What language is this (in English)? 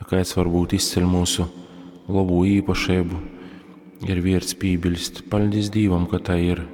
Latgalian